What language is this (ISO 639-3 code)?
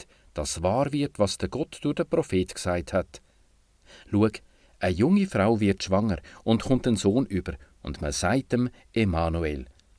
gsw